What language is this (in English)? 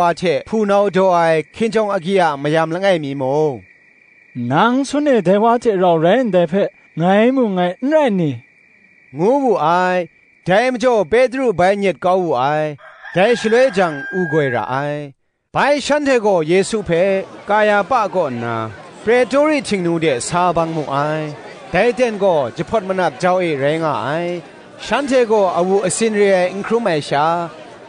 Kachin